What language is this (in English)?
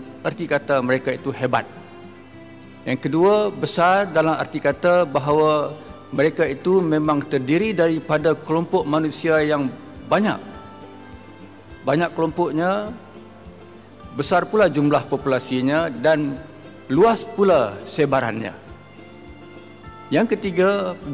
Malay